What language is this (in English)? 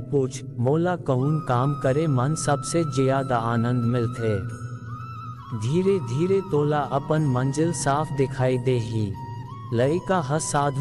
Chhattisgarhi